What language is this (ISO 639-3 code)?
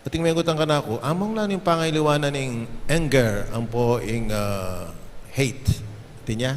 pam